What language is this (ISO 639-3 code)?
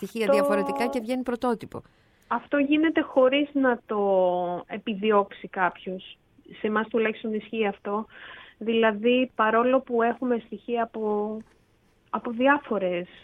ell